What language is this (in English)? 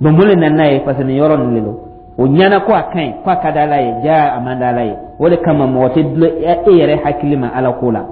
Dyula